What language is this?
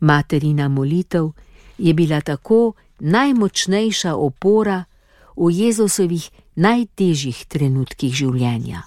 Slovenian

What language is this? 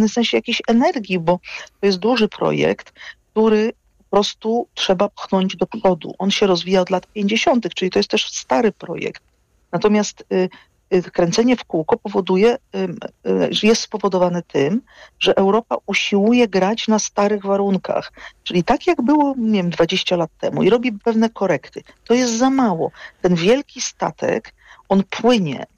Polish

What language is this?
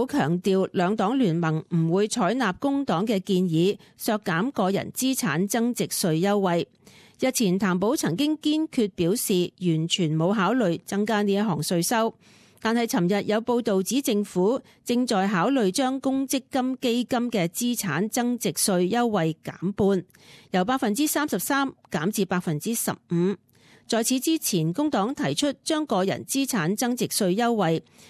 Cantonese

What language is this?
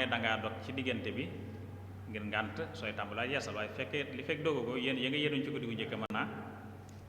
Wolof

